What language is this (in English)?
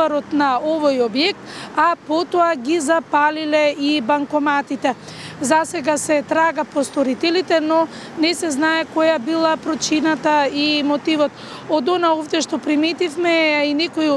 Macedonian